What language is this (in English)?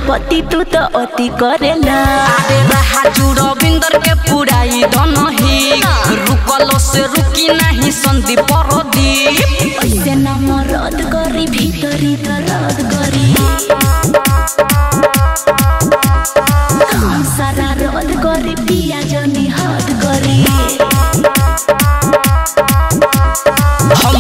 Bhojpuri